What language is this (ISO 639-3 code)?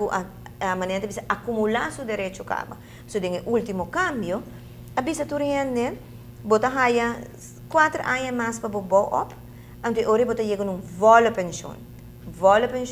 pap